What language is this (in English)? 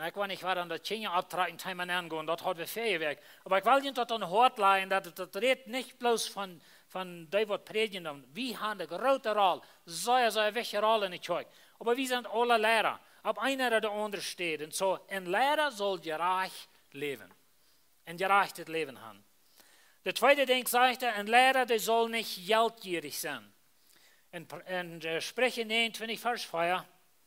Plautdietsch